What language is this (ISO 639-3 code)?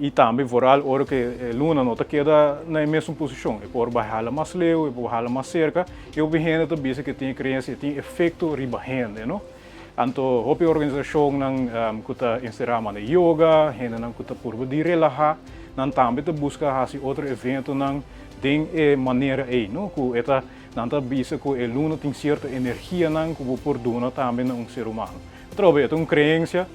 pap